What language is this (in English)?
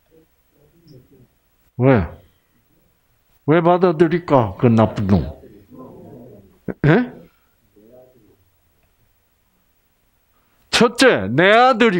Korean